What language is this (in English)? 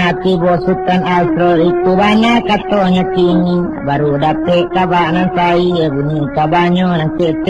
Minangkabau